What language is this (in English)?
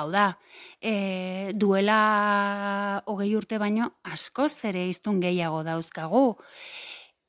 Basque